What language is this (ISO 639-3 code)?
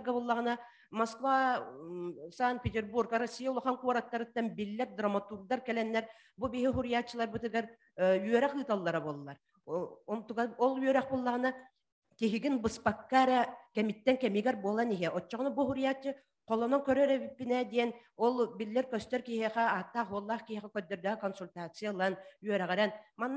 sah